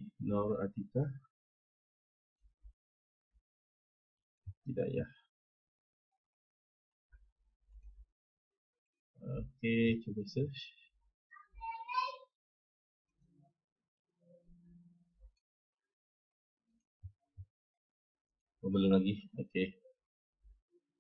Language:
Malay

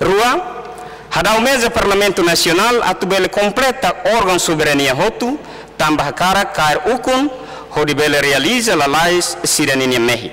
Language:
Tetum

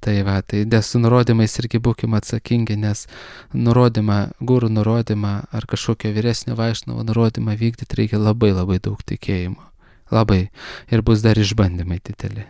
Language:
Lithuanian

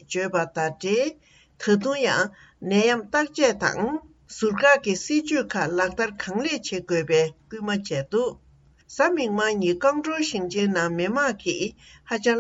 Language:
Tibetan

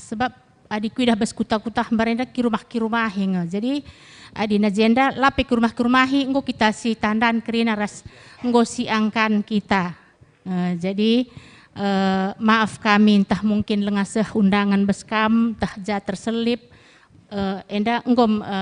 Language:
Batak Karo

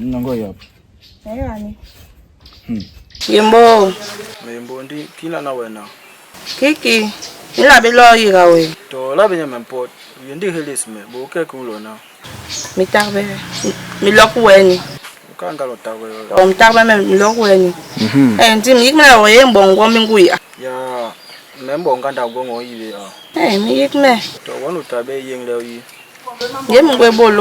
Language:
Basaa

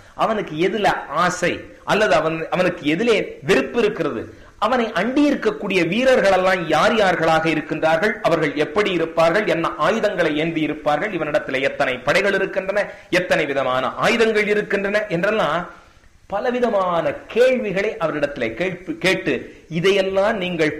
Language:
Tamil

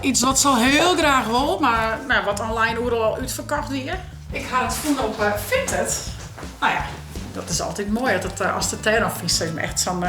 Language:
Western Frisian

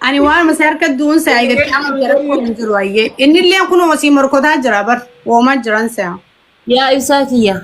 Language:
Oromo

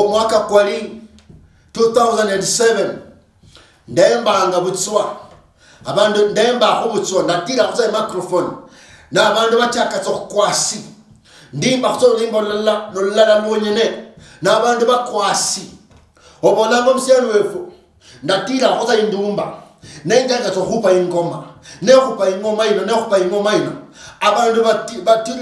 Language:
Luyia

